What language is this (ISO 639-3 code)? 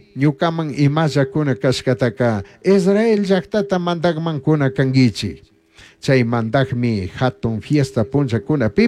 qug